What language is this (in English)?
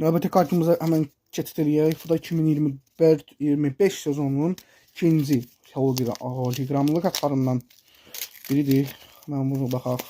Azerbaijani